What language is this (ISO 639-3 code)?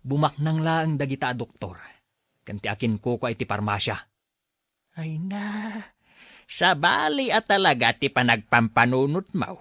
ilo